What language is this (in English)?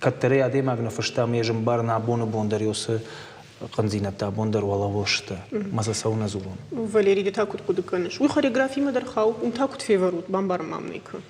Ossetic